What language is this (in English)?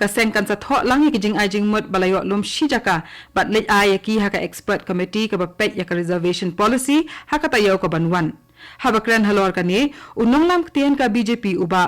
Khasi